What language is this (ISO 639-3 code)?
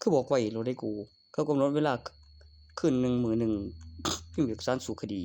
tts